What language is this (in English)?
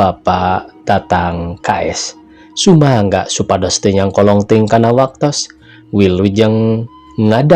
Sundanese